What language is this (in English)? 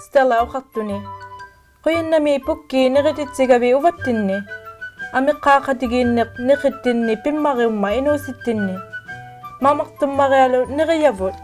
Inuktitut